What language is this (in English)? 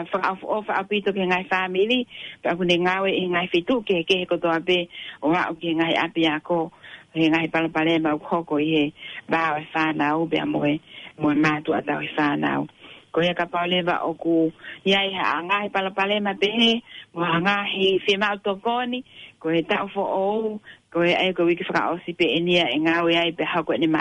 Tongan